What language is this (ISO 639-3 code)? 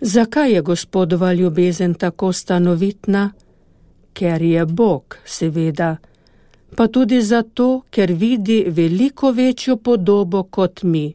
slv